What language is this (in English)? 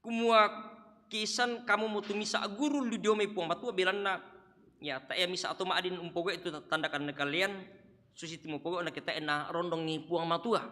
Toraja-Sa'dan